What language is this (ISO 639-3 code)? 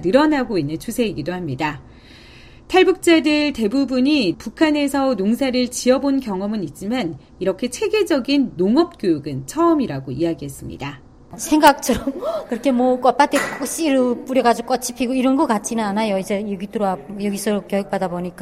kor